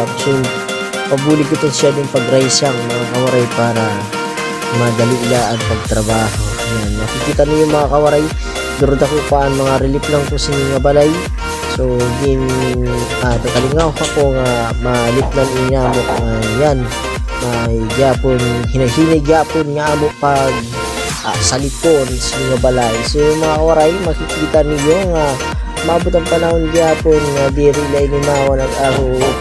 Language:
Waray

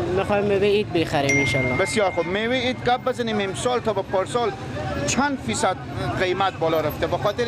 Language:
Persian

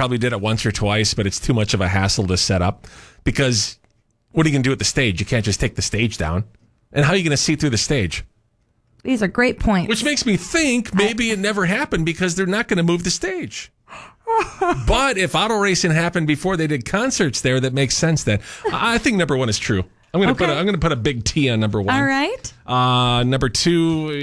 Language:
English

